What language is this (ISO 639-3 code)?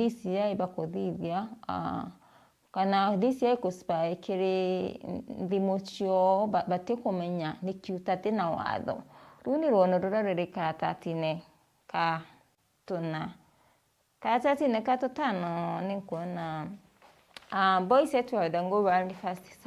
mer